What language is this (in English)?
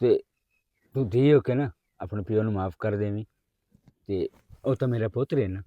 Western Panjabi